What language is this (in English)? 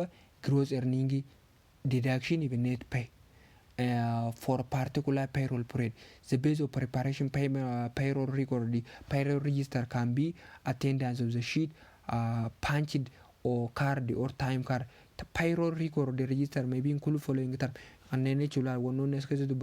Oromo